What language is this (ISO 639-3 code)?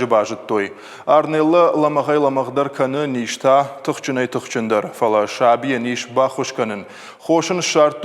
oss